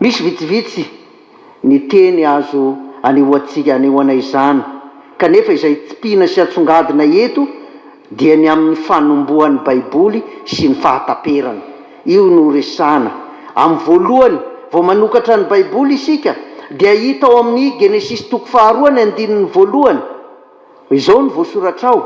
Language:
Malagasy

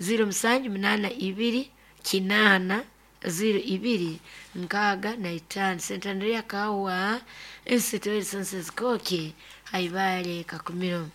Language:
Nyoro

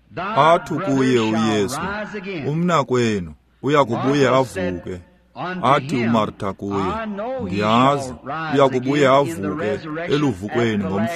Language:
Xhosa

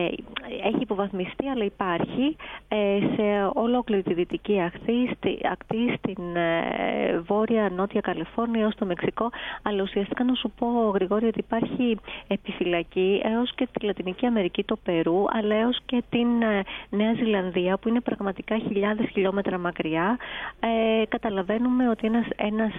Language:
Greek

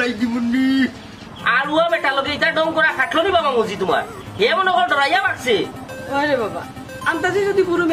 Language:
Sylheti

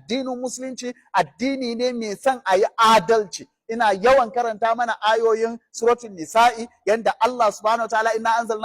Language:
Hausa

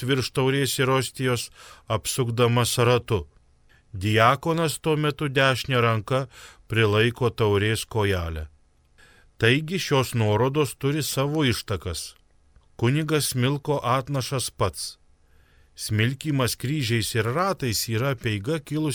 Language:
Lithuanian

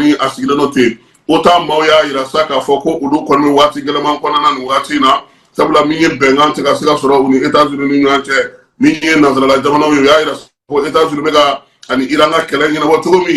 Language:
Bambara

